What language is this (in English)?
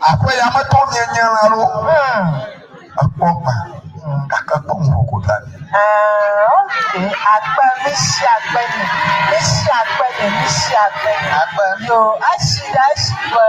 Ewe